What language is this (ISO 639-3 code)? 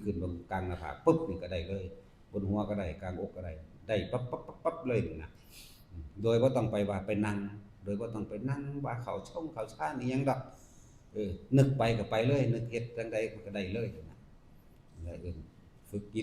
tts